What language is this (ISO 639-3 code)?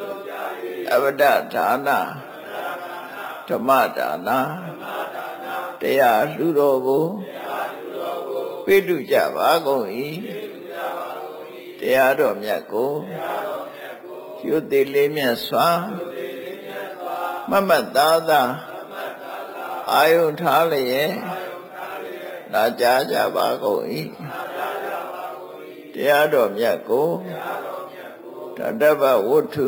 mya